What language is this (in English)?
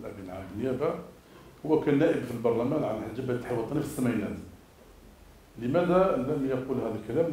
Arabic